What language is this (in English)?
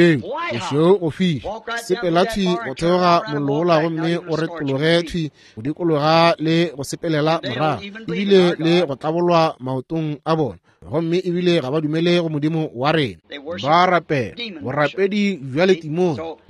Northern Sotho